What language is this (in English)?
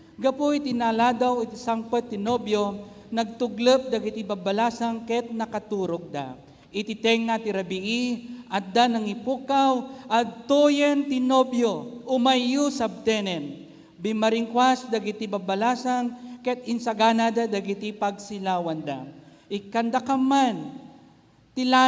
Iloko